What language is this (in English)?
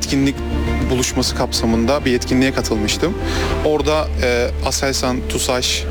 Turkish